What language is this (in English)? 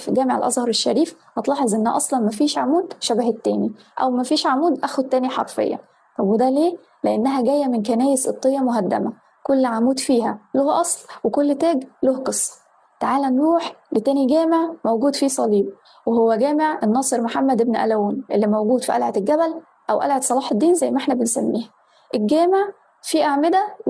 Egyptian Arabic